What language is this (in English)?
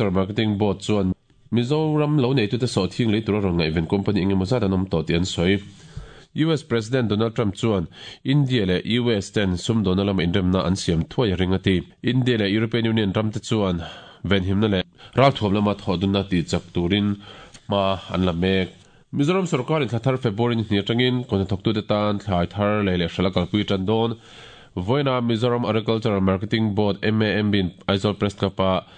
Mizo